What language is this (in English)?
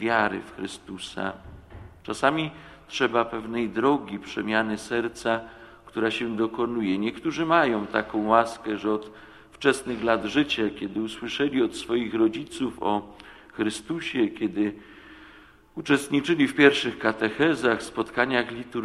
Polish